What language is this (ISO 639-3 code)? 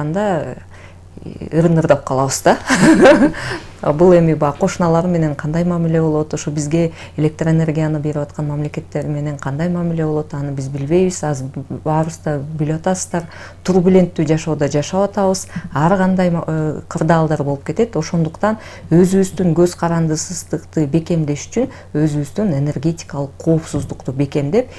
kir